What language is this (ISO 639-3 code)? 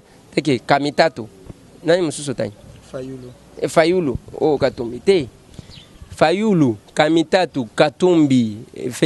lin